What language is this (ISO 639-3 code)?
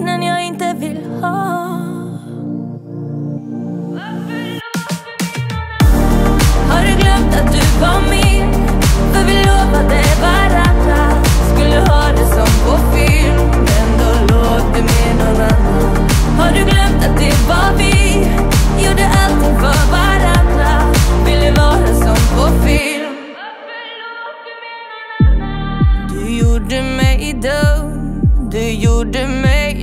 swe